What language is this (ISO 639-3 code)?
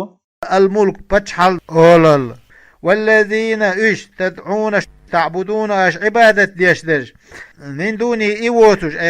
che